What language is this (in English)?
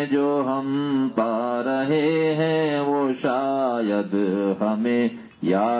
Urdu